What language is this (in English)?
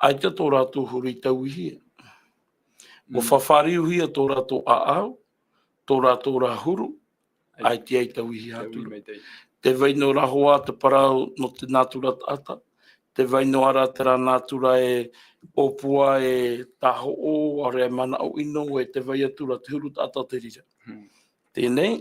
Tahitian